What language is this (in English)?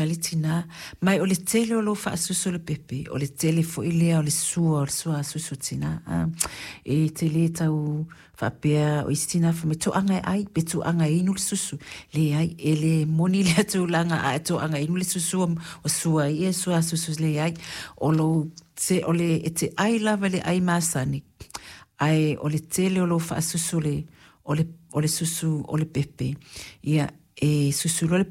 Samoan